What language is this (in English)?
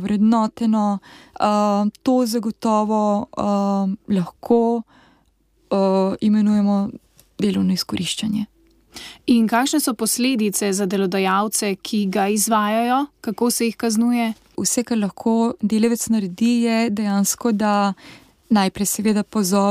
Slovenian